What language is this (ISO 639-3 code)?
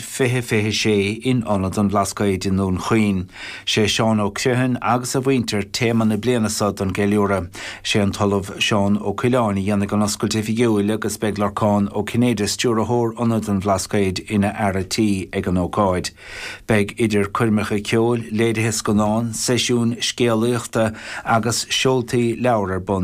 gle